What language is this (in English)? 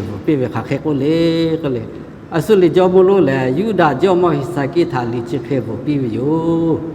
Lahu